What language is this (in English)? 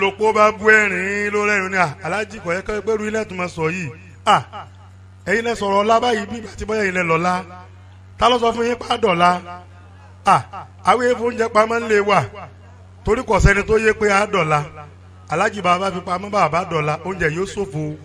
Yoruba